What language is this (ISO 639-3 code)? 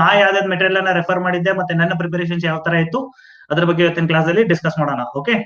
kan